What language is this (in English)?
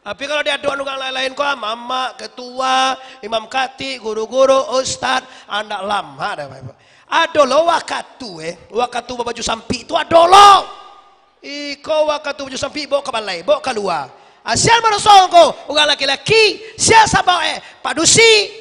Minangkabau